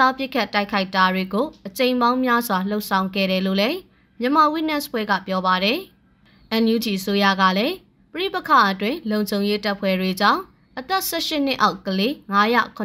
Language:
Burmese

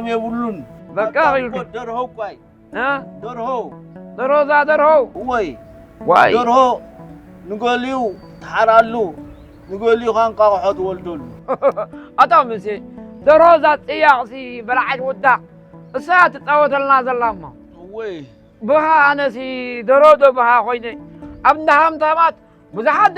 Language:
Tigrinya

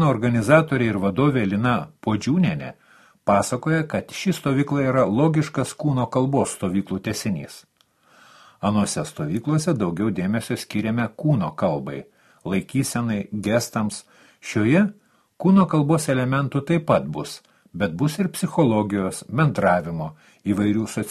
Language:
Lithuanian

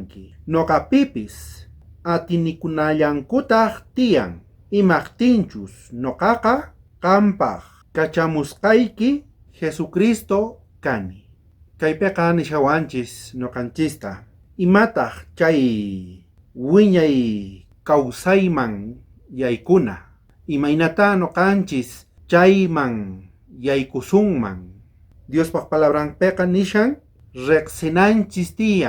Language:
South Bolivian Quechua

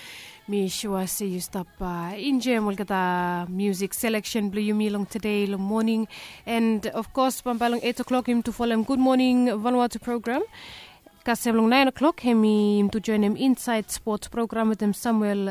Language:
Bislama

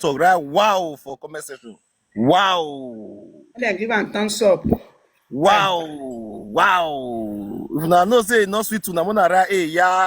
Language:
Nigerian Pidgin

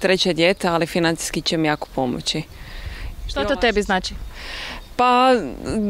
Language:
Croatian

